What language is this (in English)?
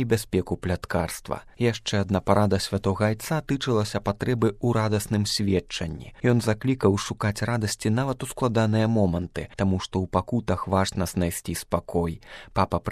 Belarusian